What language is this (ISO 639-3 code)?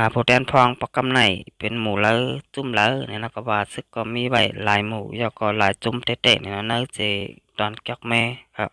shn